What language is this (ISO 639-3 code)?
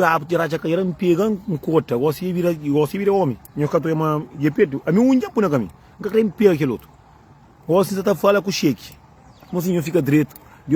kea